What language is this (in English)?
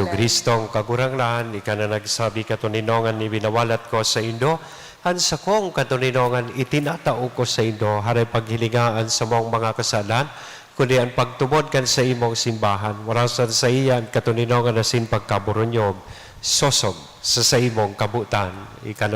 Bikol